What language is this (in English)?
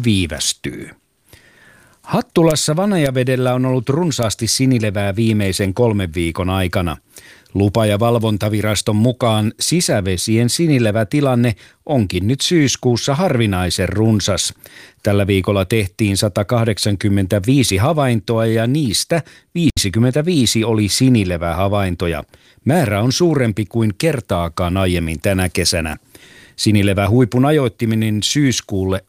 Finnish